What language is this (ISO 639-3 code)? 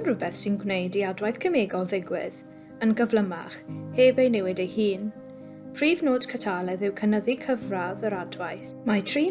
cym